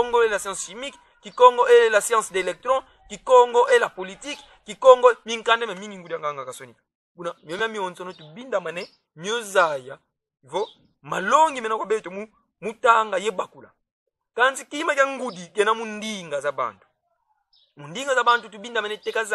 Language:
Kongo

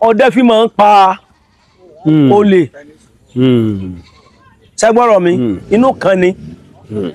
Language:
Yoruba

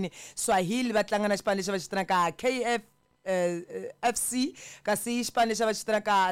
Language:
Tsonga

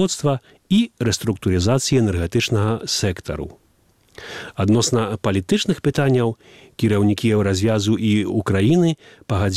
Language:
Belarusian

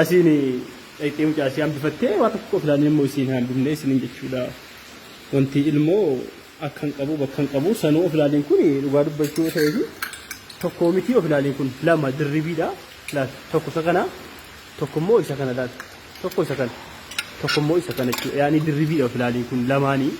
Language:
Oromo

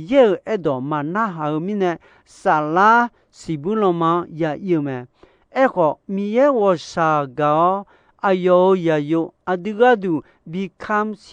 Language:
Akha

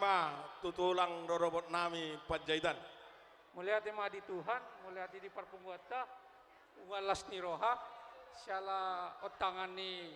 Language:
Batak Toba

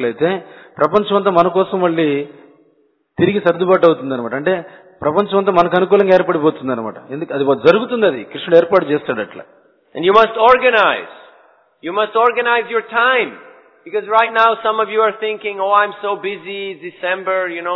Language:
Telugu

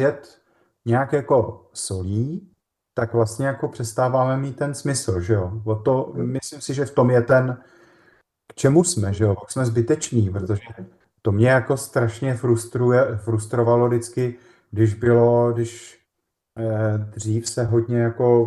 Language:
Czech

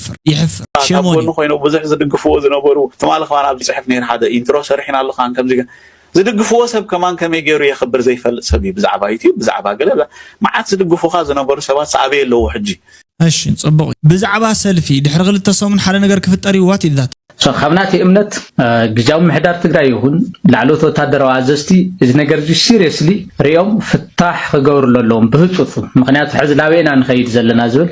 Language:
Tigrinya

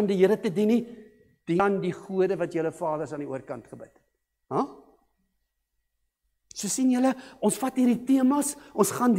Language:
Afrikaans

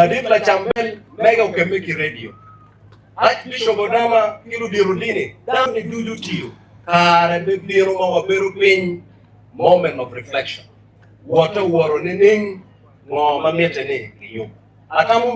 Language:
Acoli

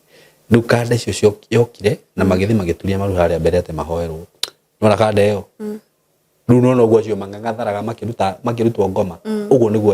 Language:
Kikuyu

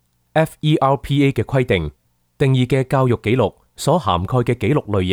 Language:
Cantonese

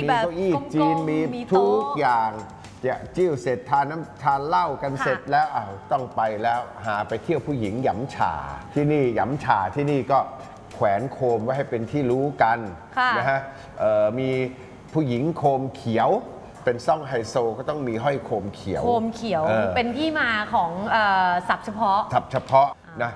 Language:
Thai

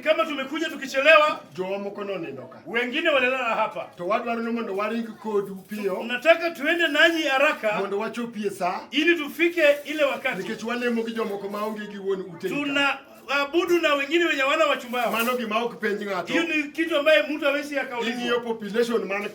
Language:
Luo (Kenya and Tanzania)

